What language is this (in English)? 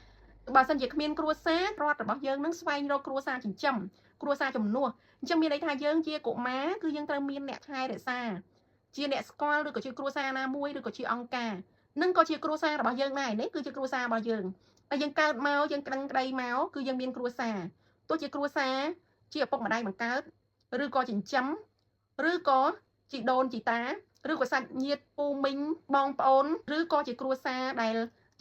Khmer